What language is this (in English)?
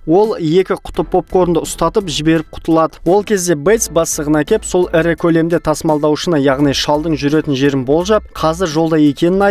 Kazakh